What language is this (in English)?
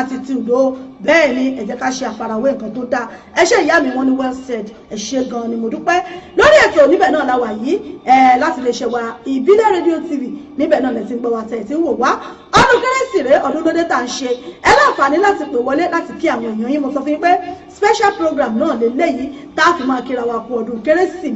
Yoruba